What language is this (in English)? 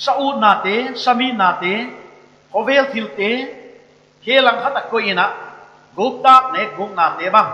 Paite Chin